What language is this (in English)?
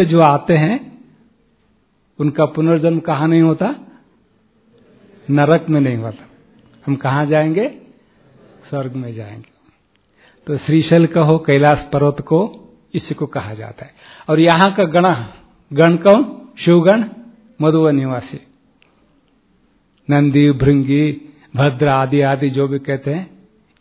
Hindi